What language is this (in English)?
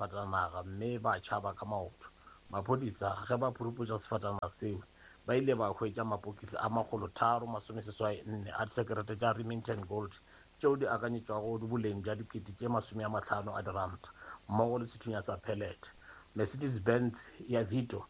Northern Sotho